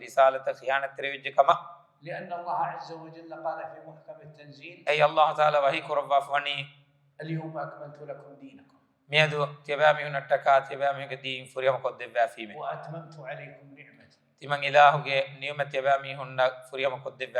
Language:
Divehi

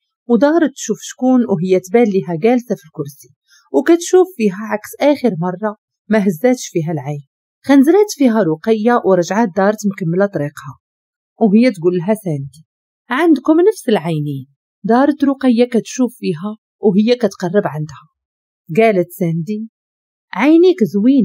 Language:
Moroccan Arabic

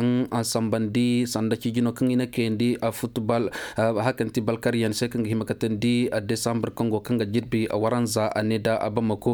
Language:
Koyraboro Senni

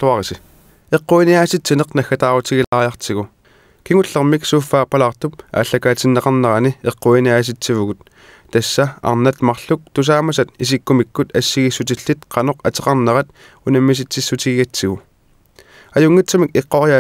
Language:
Kalaallisut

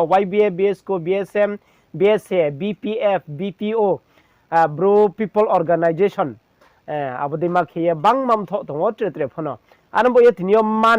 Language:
Riang (India)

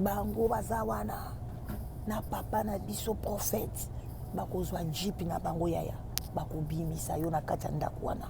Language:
Lingala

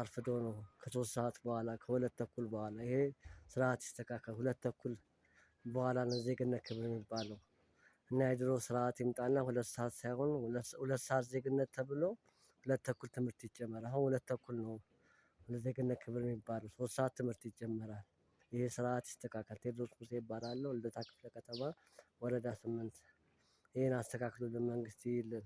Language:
Amharic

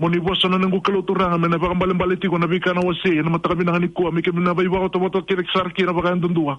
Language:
Fijian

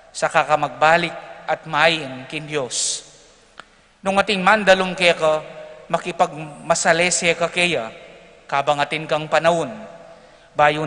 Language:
Pampanga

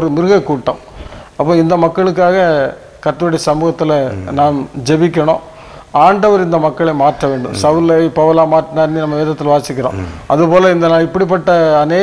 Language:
Tamil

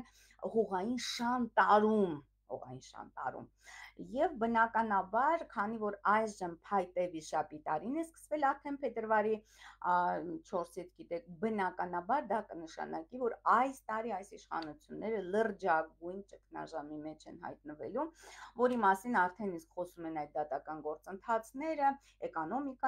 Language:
Armenian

